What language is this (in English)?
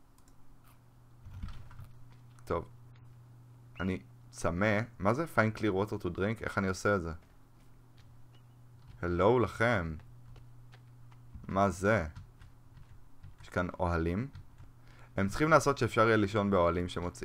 Hebrew